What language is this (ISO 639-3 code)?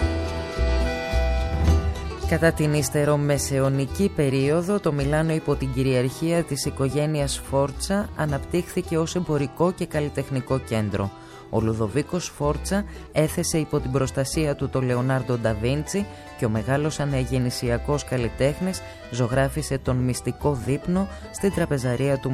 ell